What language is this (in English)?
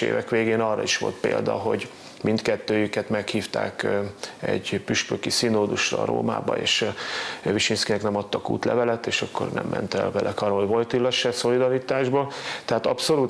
Hungarian